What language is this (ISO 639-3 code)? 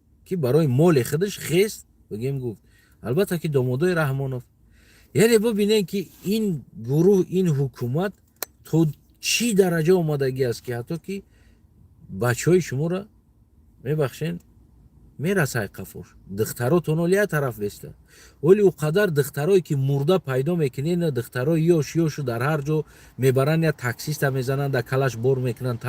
tgk